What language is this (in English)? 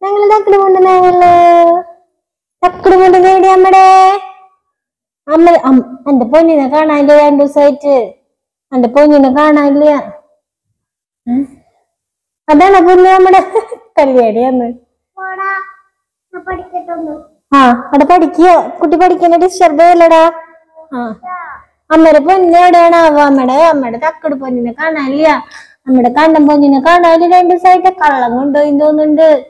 Malayalam